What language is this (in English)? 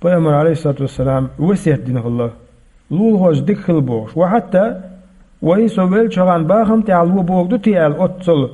Chechen